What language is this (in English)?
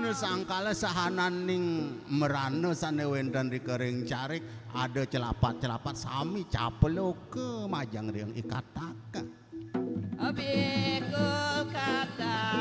Balinese